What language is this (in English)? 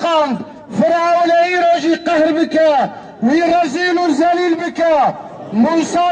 Kurdish